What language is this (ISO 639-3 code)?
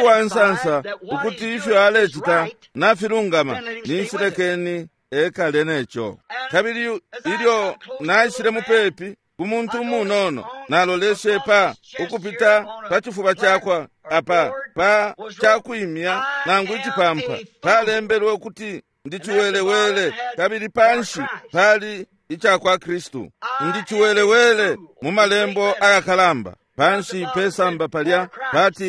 bem